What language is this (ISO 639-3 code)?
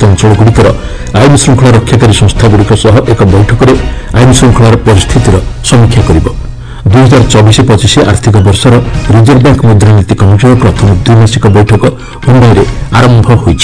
ori